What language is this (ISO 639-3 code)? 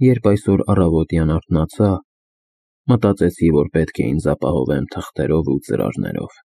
hye